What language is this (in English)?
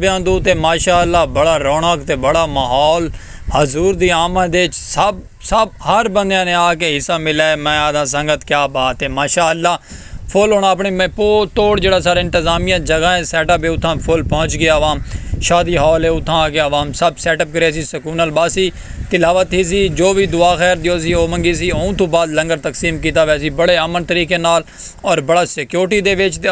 Saraiki